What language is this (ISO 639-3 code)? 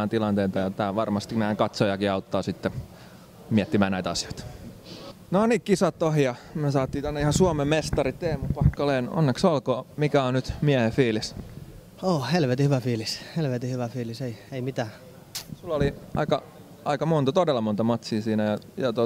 fin